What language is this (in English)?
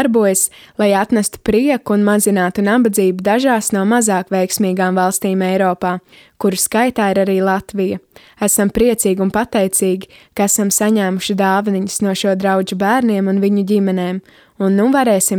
Latvian